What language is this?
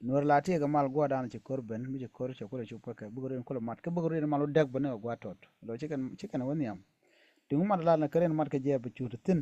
Nuer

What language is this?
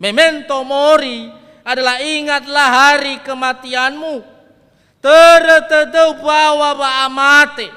Nias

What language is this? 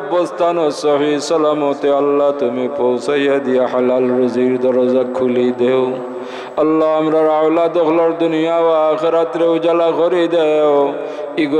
Sylheti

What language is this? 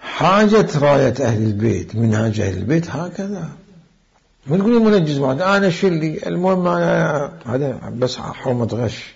Mesopotamian Arabic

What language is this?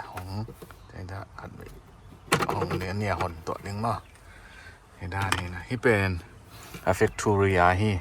Tedim Chin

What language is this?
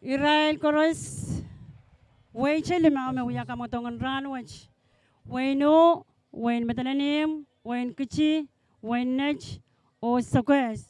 Pohnpeian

